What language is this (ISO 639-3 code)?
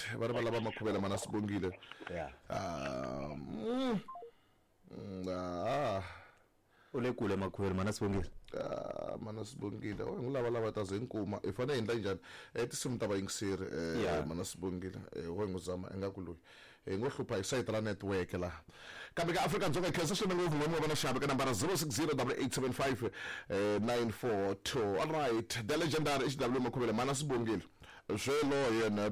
tso